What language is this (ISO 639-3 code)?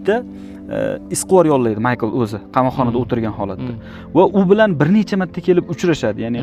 uzb